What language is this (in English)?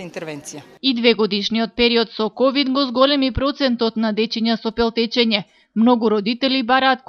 Macedonian